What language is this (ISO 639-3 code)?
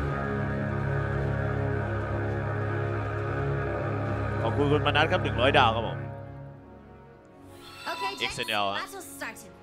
tha